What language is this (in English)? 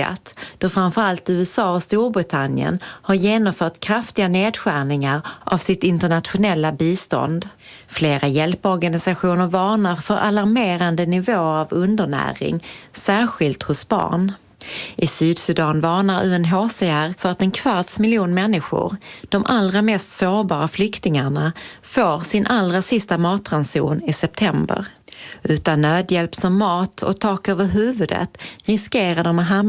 Swedish